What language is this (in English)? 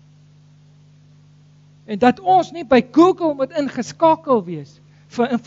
Afrikaans